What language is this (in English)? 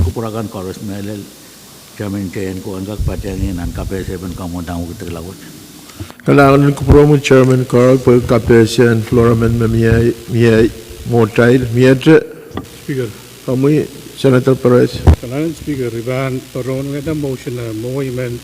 Pohnpeian